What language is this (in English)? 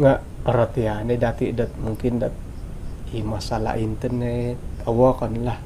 Central Dusun